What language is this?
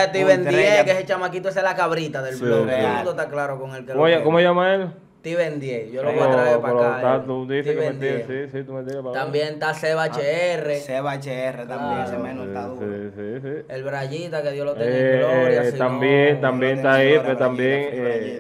Spanish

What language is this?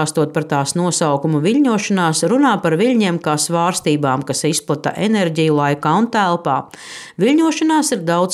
Latvian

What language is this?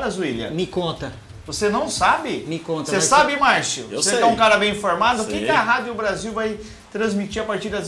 Portuguese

